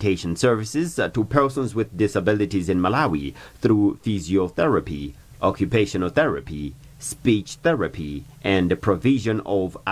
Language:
English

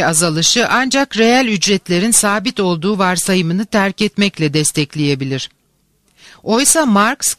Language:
Turkish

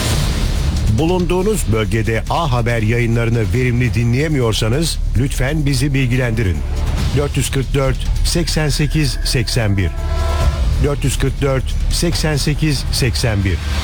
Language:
Turkish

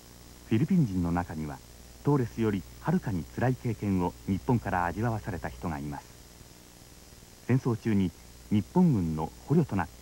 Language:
Japanese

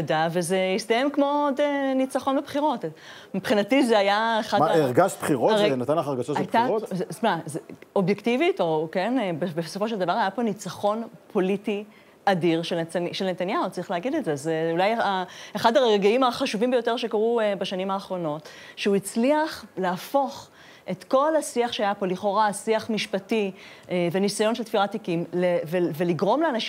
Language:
Hebrew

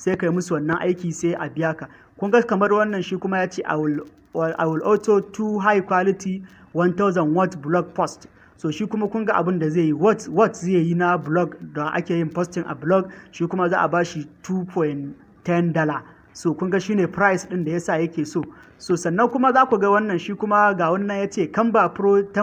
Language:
Hausa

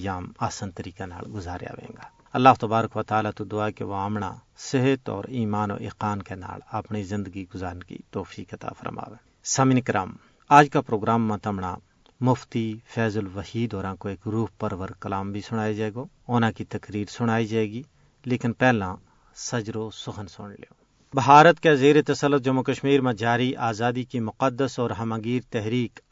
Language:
Gujari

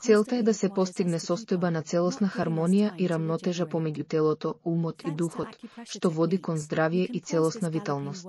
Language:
Macedonian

